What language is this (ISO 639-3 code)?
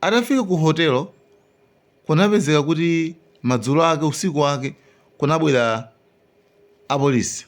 nya